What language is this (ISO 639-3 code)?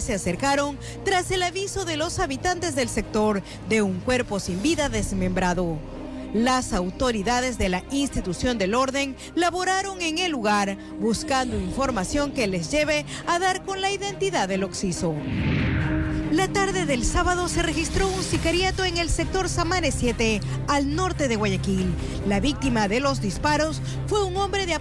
spa